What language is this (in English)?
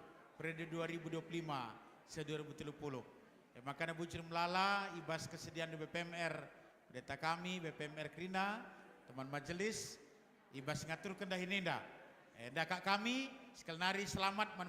Batak Karo